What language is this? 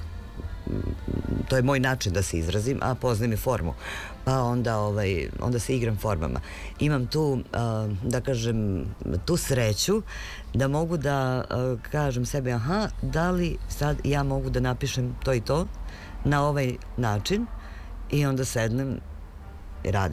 Serbian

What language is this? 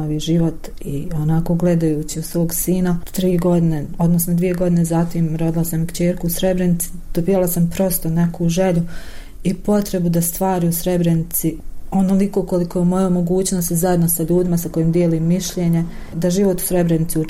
Bosnian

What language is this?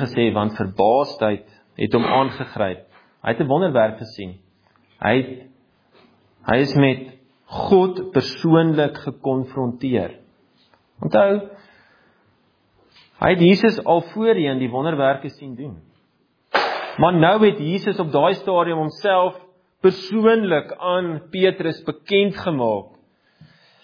Afrikaans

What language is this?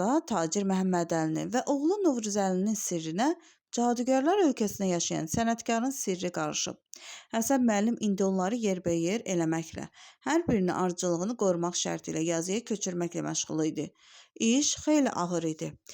Azerbaijani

